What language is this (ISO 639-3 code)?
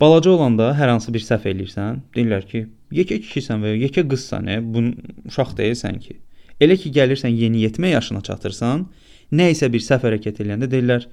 aze